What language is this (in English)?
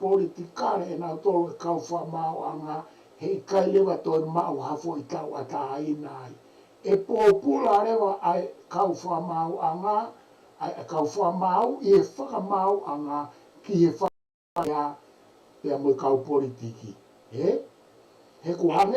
Tongan